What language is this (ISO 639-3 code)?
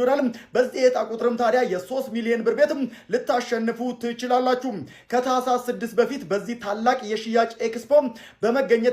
amh